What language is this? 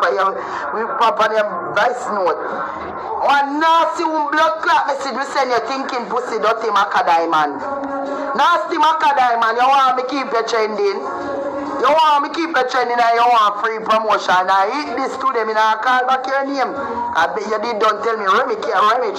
Jamaican Creole English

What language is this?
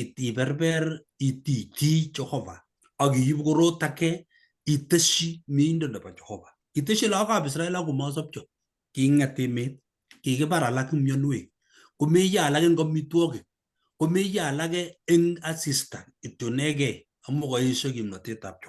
Kalenjin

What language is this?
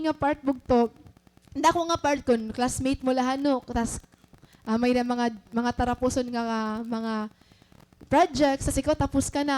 Waray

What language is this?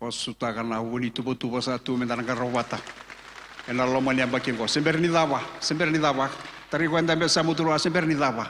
Fijian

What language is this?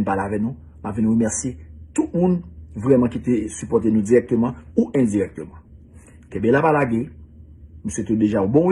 Haitian Creole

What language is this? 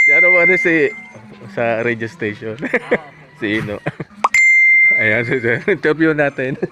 Bikol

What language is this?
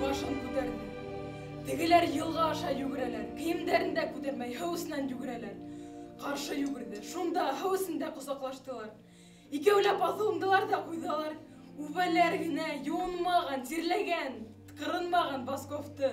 Bashkir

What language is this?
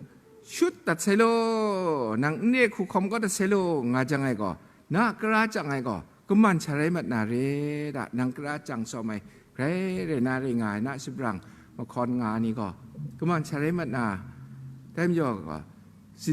Kachin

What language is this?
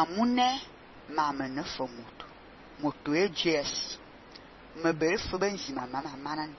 Fang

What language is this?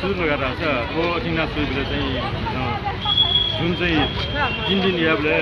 Newari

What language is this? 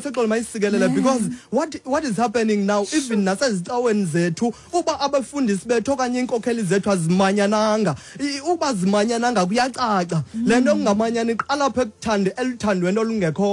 Xhosa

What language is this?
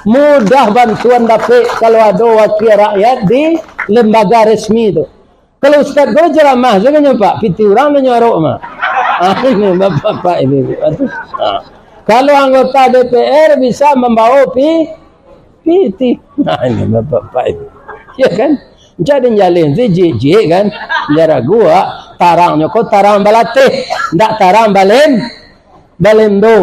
Minangkabau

